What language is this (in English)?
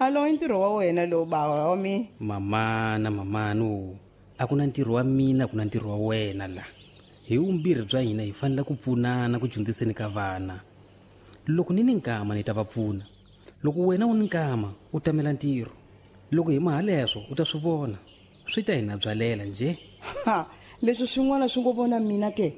Tsonga